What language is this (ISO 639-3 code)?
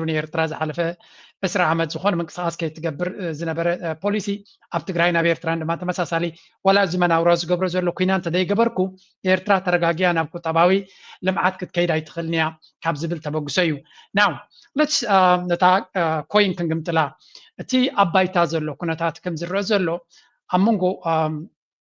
tir